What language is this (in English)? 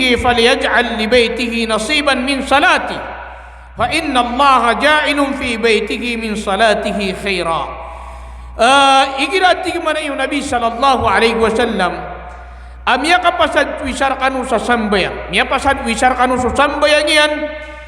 Maranao